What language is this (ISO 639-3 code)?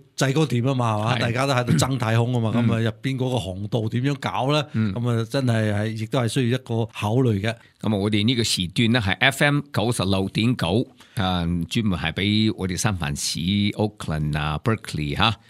yue